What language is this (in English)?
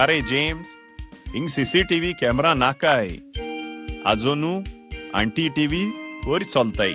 Konkani